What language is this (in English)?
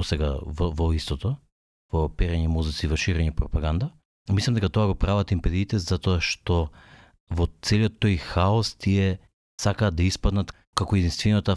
Macedonian